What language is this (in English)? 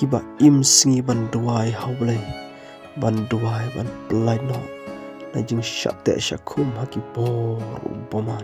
Khasi